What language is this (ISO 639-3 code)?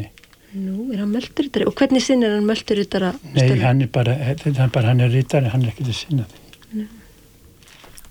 isl